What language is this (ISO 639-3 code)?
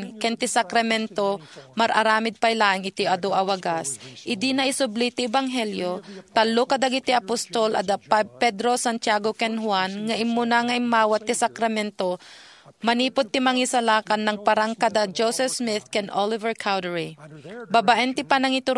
ilo